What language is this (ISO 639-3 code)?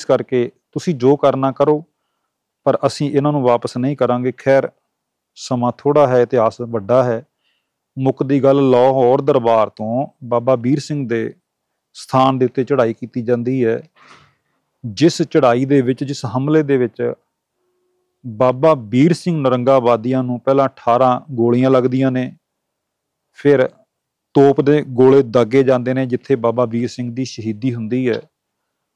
pan